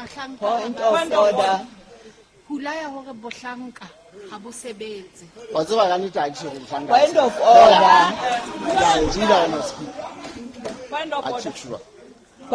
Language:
Southern Sotho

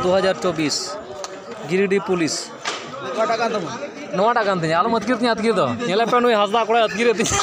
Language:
Santali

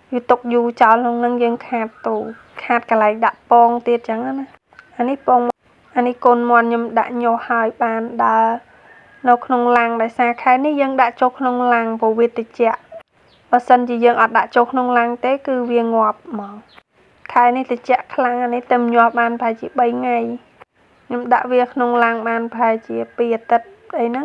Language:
Khmer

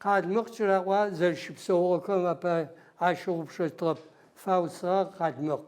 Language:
Adyghe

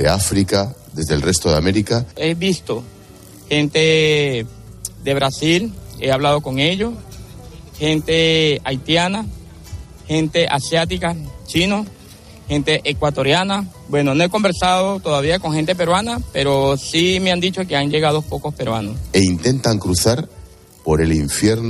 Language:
Spanish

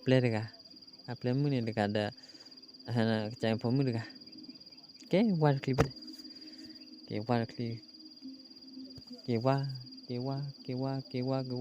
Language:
S'gaw Karen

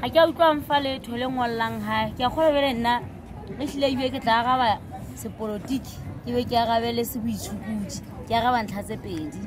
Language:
Southern Sotho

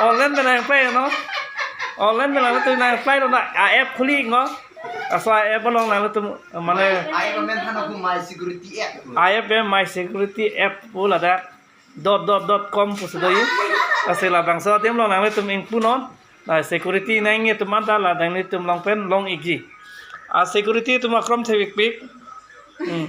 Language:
Karbi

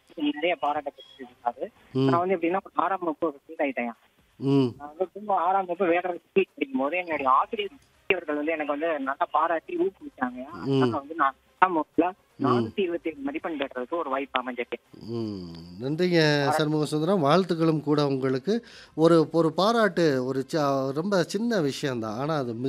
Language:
Tamil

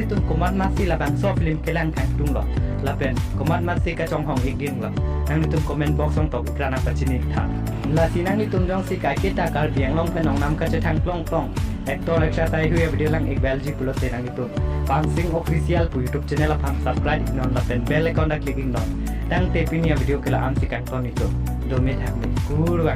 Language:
Karbi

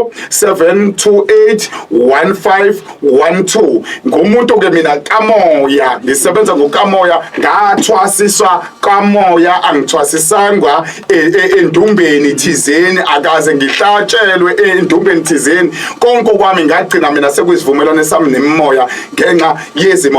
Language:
Zulu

